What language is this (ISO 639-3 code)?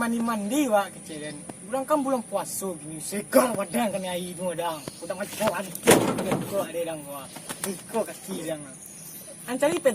min